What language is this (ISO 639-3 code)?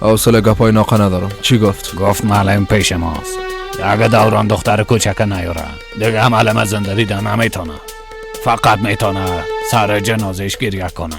fas